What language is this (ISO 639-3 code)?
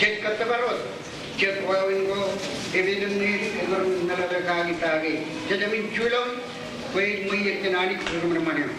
mah